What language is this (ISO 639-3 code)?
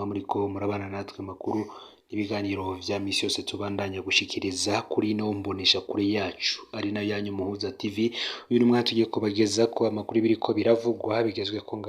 run